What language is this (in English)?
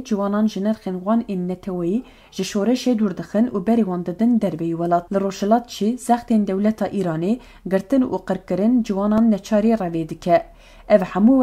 Kurdish